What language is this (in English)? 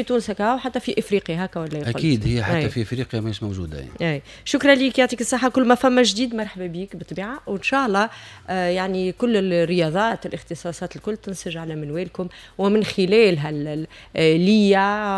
Tunisian Arabic